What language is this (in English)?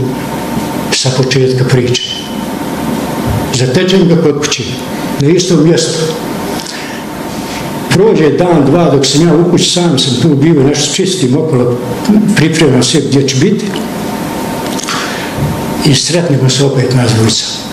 Bosnian